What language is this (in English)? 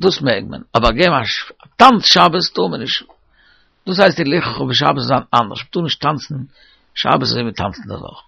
Yiddish